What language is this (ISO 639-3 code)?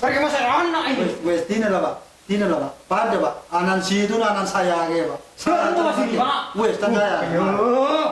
mad